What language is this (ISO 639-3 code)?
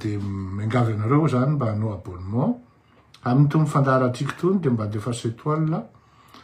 mlg